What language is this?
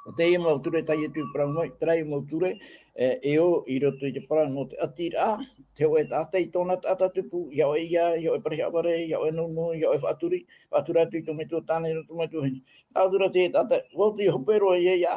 Tahitian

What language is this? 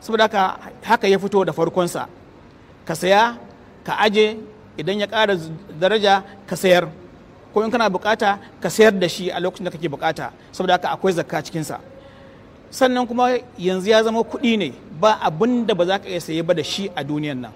Hausa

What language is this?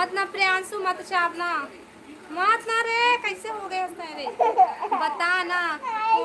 Chhattisgarhi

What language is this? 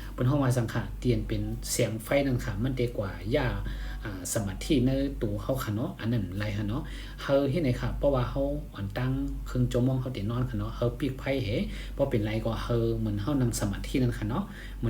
Shan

